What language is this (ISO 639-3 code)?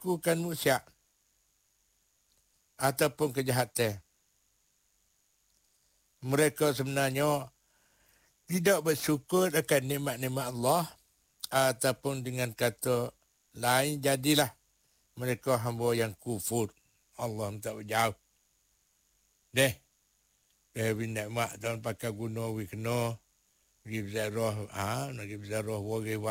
msa